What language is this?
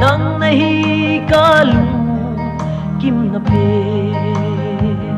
Paite Chin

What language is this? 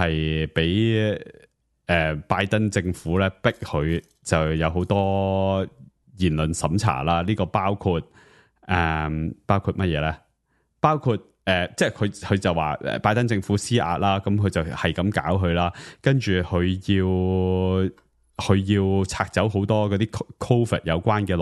Cantonese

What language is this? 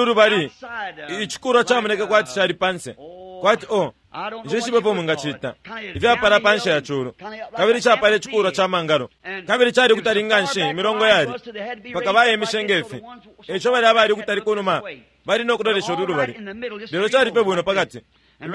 Bemba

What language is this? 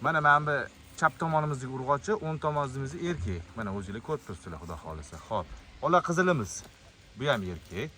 Uzbek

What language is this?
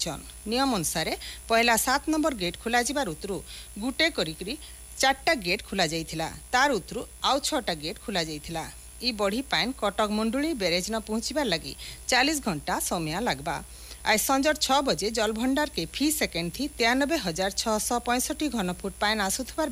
Odia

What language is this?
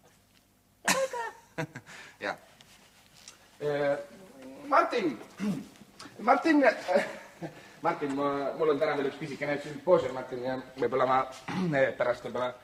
Estonian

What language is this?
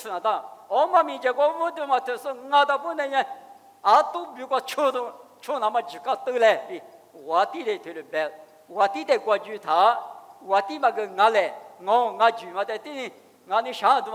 Lisu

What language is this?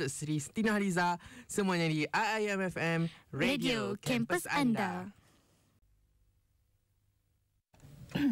Malay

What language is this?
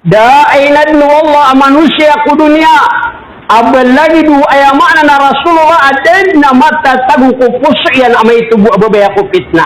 Maranao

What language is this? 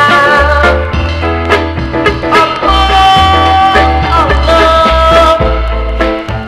English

